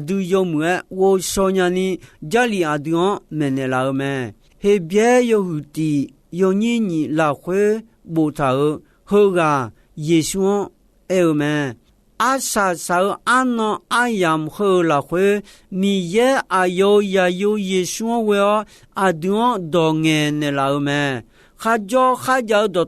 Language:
Akha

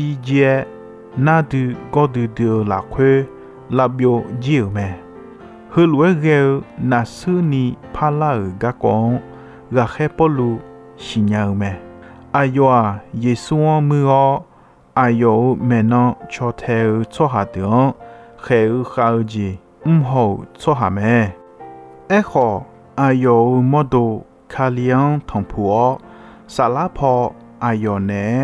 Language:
Akha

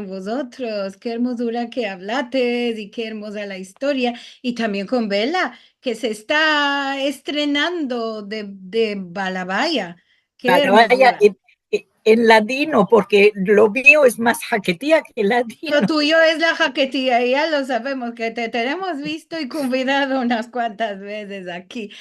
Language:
Ladino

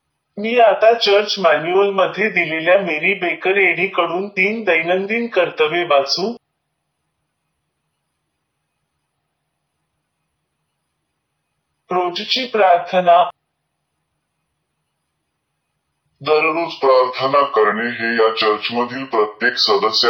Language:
Marathi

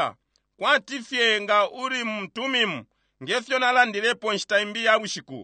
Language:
Bemba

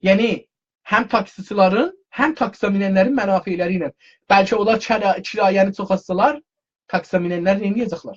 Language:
South Azerbaijani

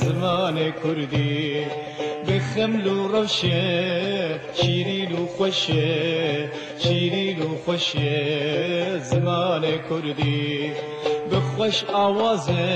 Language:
Kurdish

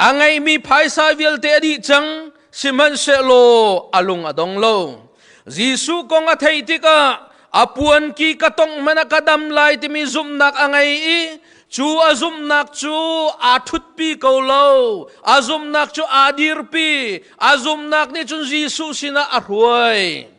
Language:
Hakha Chin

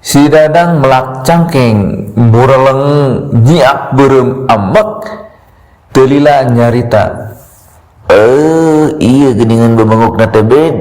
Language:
Sundanese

